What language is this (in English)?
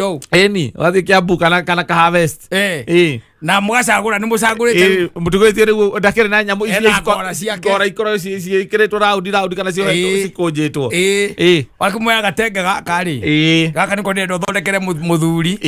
Kikuyu